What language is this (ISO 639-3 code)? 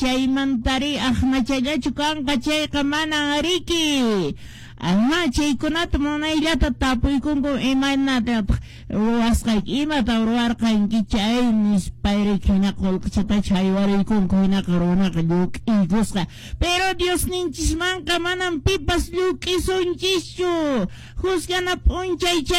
que